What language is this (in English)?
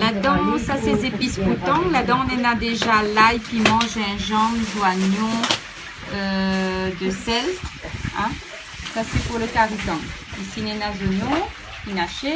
Réunion Creole French